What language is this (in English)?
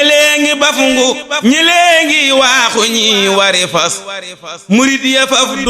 Wolof